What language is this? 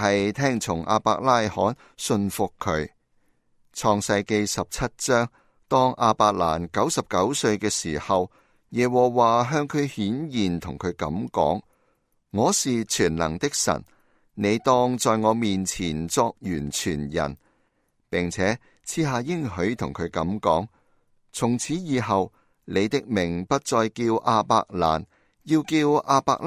Cantonese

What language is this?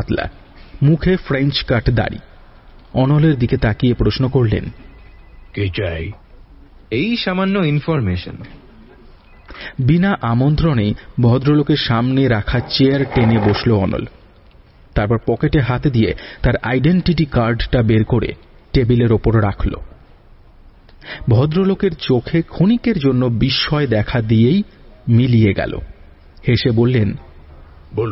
Bangla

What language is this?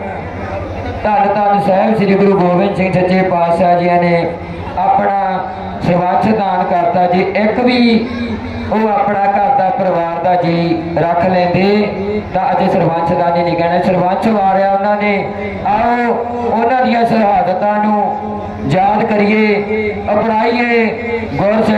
Punjabi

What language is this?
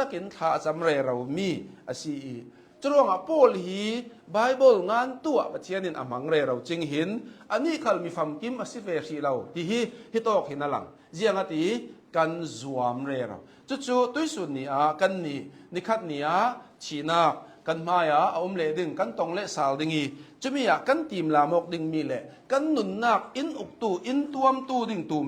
Hakha Chin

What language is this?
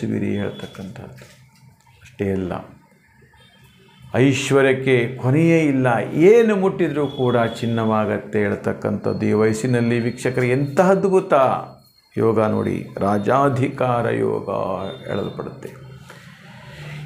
Kannada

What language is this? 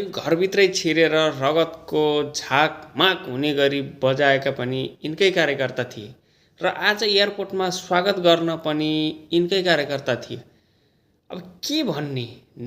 Nepali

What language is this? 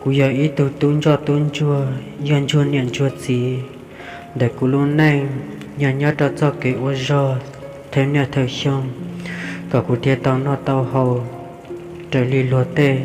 Hmong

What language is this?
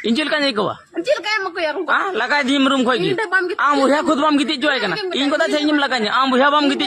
Santali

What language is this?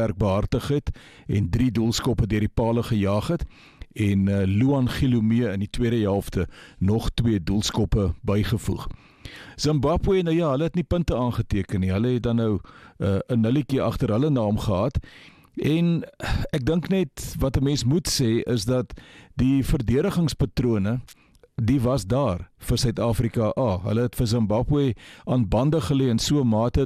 Afrikaans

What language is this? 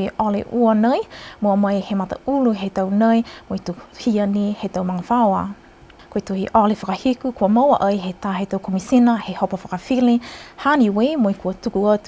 Niuean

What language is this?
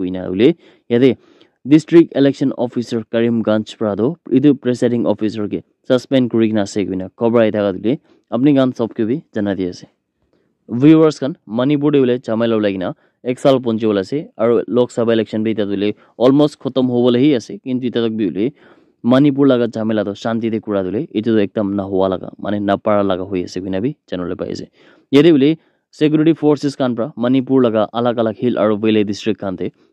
Naga Pidgin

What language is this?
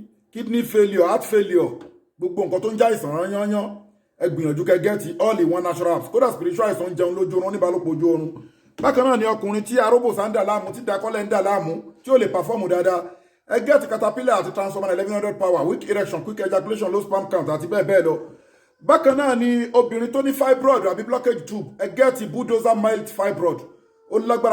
Yoruba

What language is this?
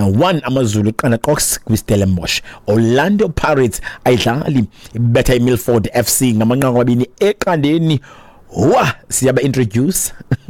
Xhosa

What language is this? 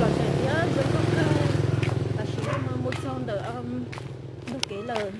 Hmong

